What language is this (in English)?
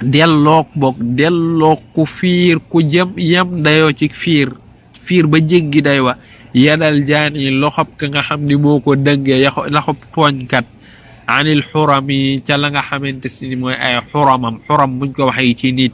Wolof